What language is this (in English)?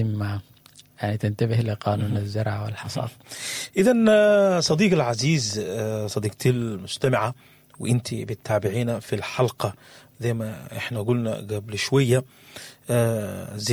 Sudanese Arabic